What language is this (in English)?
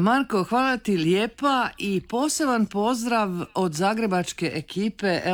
Croatian